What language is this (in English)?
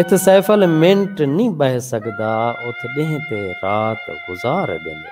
Saraiki